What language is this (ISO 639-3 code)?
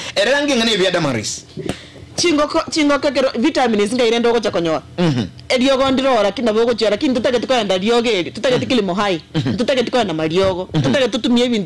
guz